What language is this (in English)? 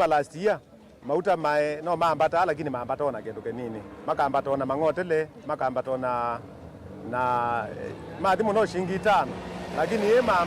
Kamba